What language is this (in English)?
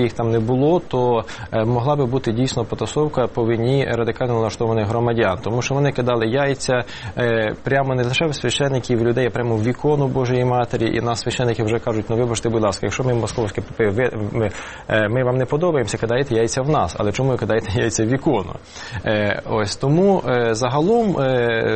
Ukrainian